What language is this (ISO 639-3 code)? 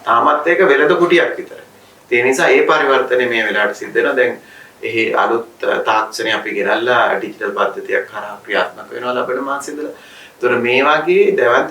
sin